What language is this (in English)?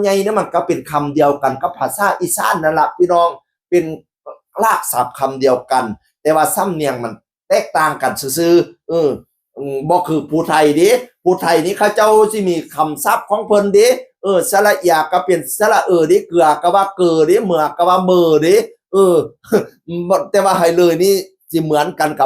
Northeastern Thai